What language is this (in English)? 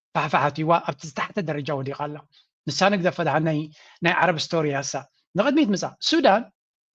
Tigrinya